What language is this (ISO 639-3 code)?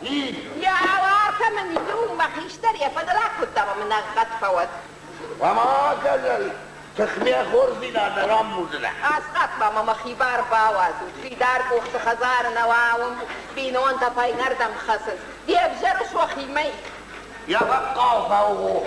oss